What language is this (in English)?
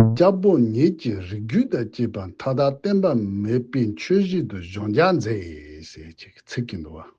Tibetan